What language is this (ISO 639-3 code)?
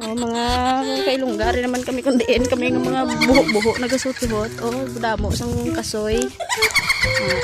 hil